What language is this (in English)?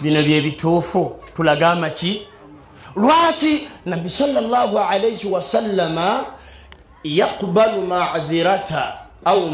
Ganda